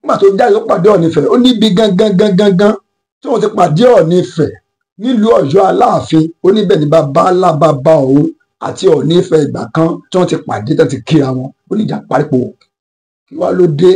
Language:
Yoruba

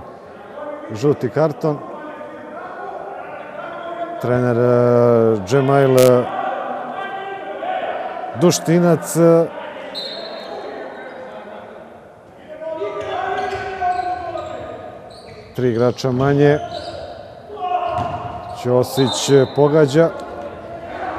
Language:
Serbian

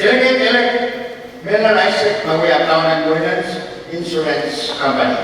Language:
Pohnpeian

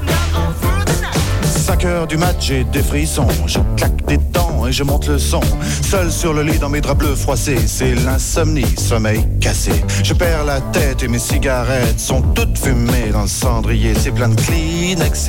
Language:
French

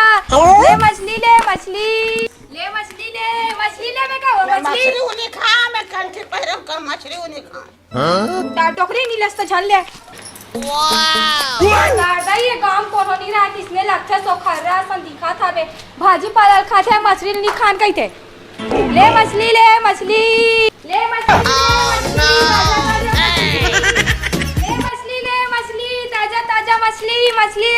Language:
Chhattisgarhi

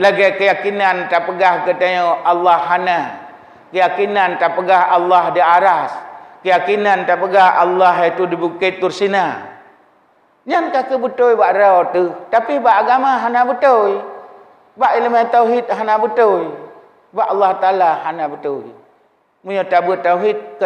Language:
Achinese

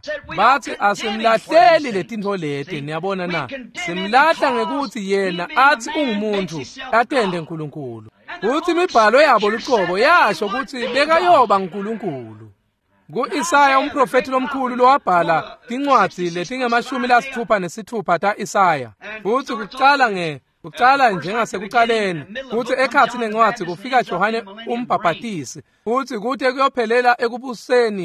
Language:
Swati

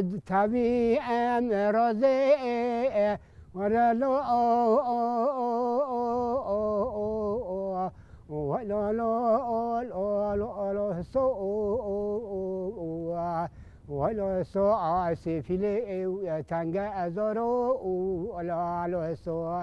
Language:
Kurdish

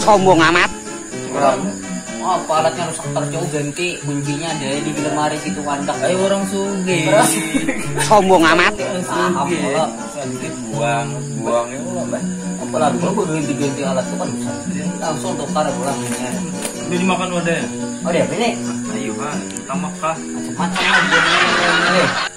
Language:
Banjar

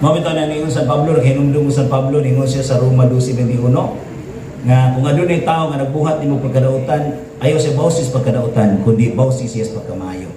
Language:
Cebuano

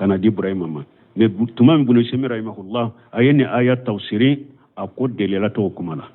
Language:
Bambara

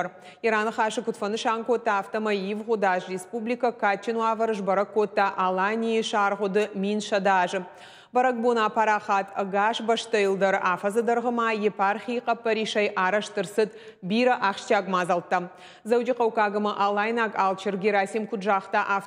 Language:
Ossetic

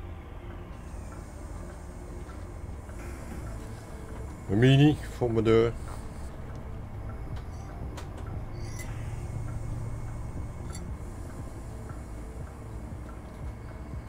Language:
Dutch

